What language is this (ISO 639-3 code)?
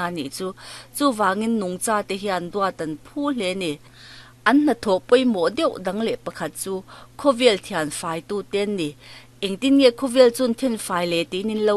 lus